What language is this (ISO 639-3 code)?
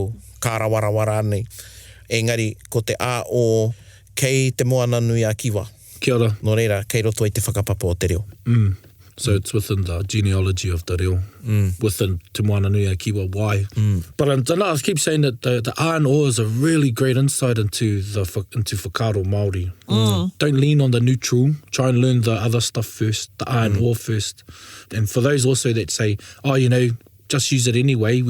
mri